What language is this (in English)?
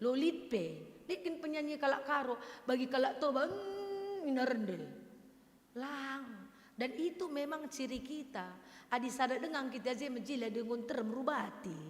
Batak Karo